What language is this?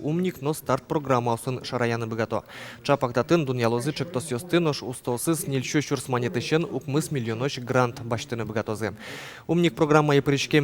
Udmurt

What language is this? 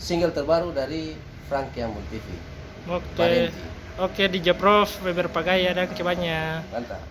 Ambonese Malay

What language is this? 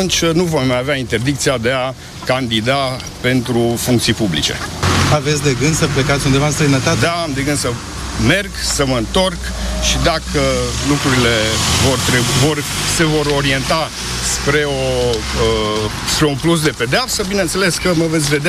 Romanian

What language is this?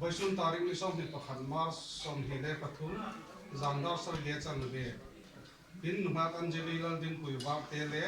Hmar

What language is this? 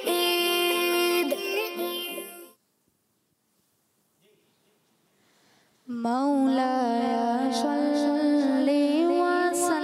Hindi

